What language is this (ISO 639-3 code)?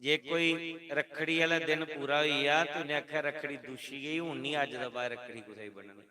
doi